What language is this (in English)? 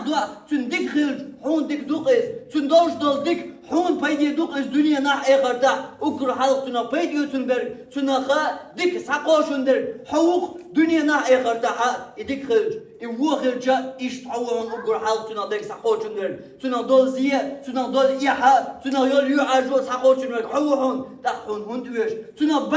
Chechen